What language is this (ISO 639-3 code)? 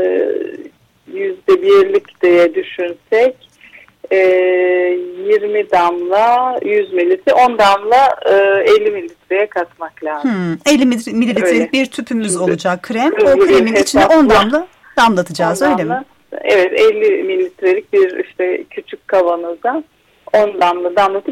tur